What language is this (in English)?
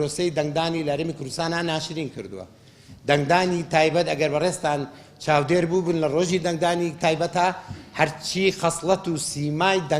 Central Kurdish